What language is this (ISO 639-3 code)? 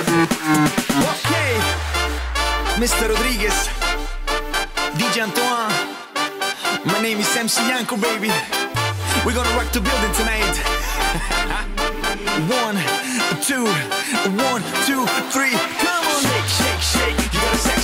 eng